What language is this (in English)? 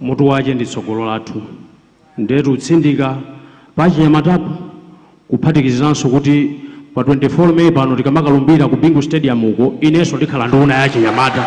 Nyanja